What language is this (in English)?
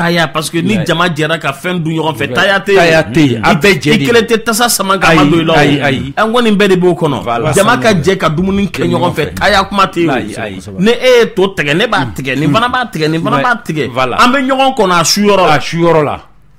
Bambara